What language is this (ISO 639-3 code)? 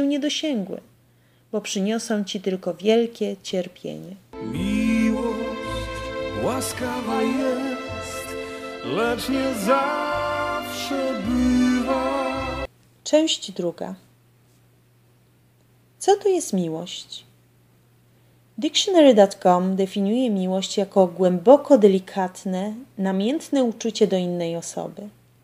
pol